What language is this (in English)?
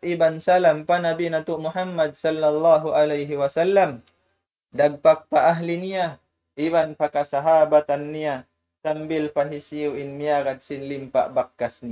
Tausug